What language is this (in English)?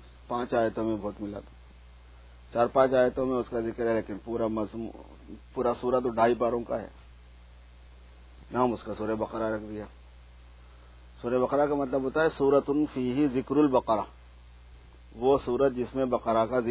Urdu